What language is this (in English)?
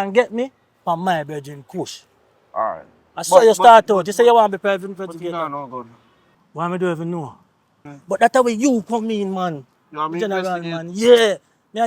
Jamaican Creole English